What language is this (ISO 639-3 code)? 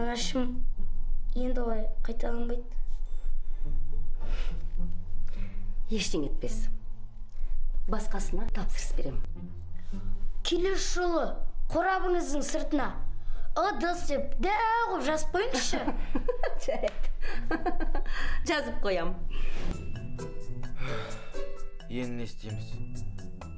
kaz